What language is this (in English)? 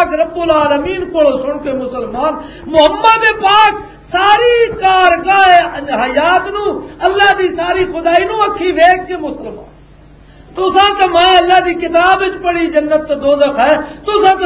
Western Panjabi